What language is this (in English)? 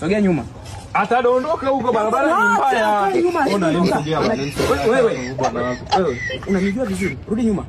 Swahili